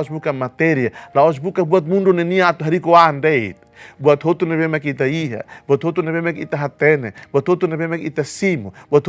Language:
Tetum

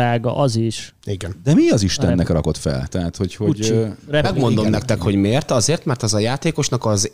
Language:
Hungarian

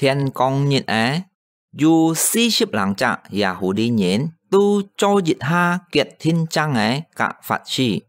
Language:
Hakka Chinese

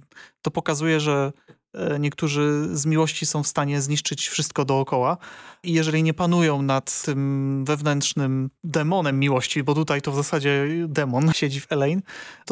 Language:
Polish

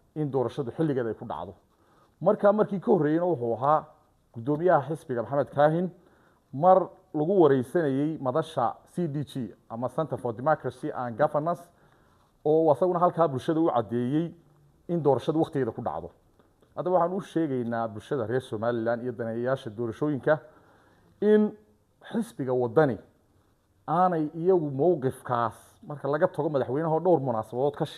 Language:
Somali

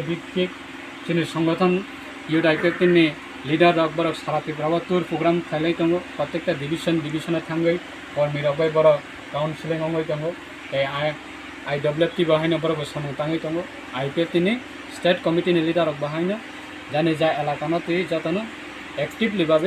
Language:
Kok Borok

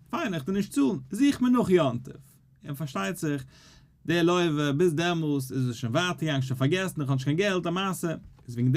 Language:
Yiddish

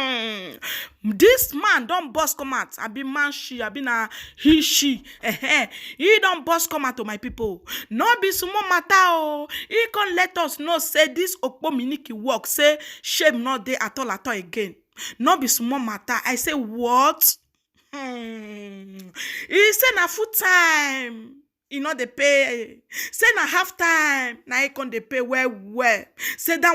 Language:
Nigerian Pidgin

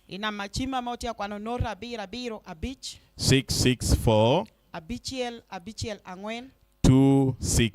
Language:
Lango (Uganda)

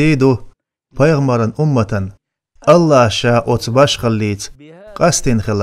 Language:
Chechen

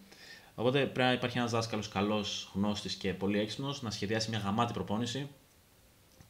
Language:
Greek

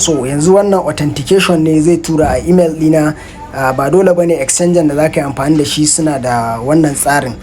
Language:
Hausa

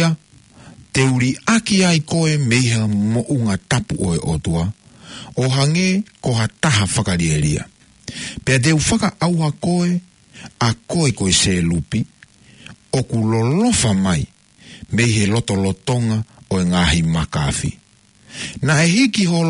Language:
Tongan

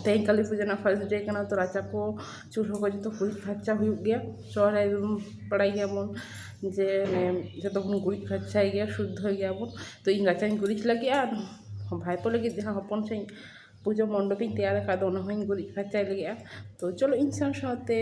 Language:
Santali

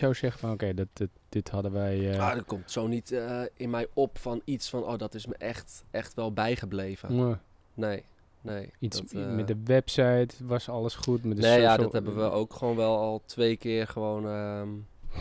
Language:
Dutch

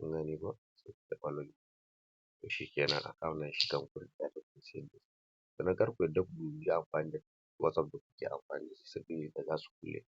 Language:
Hausa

